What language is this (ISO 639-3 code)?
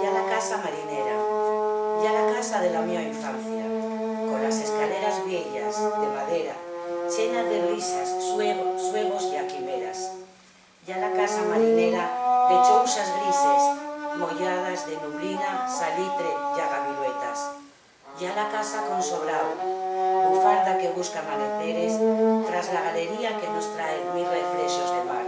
ast